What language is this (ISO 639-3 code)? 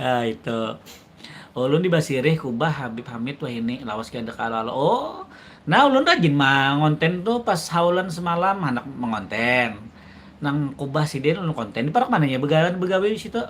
bjn